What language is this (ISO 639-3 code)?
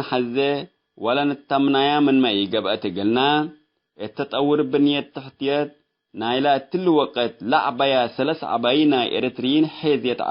tig